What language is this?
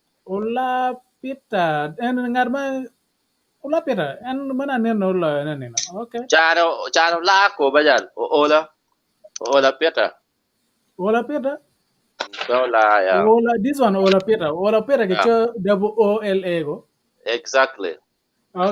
Acoli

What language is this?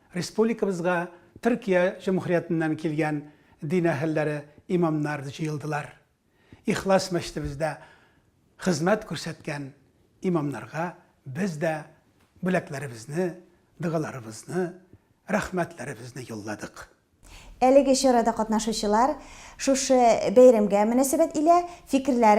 Tatar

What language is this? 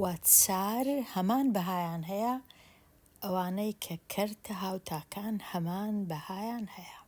Central Kurdish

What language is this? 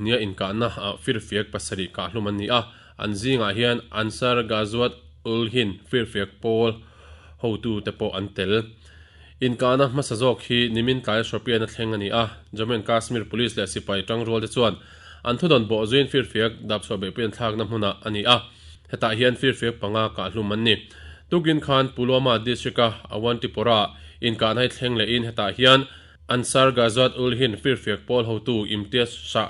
Mizo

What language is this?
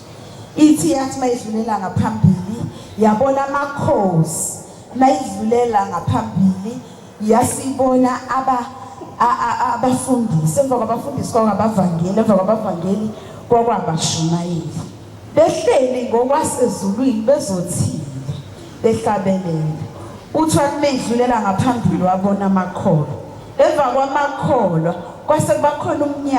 Zulu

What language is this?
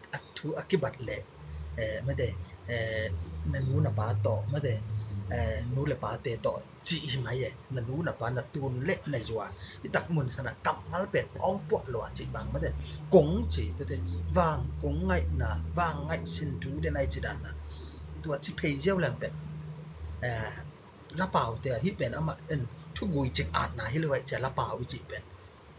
Tedim Chin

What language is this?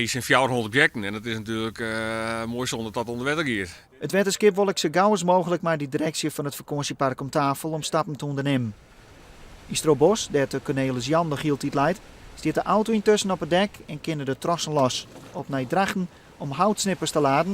Western Frisian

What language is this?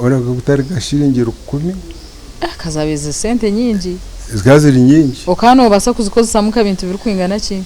Nyankole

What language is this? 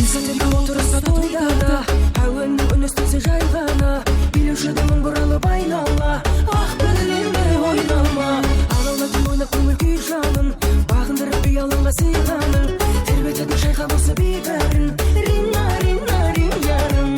Kara-Kalpak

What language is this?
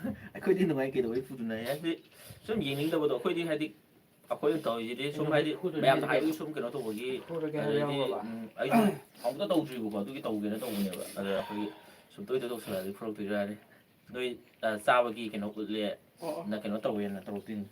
Manipuri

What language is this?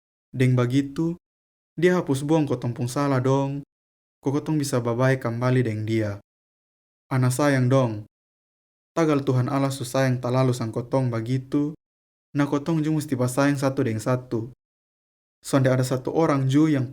Kupang Malay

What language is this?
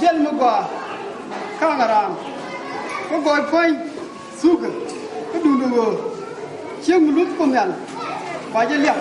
Nuer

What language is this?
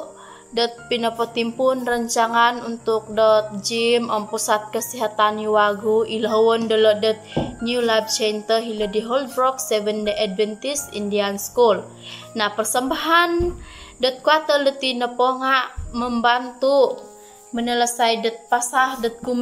Central Dusun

